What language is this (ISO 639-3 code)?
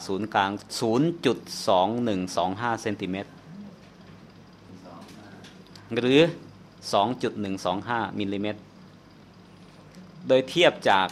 tha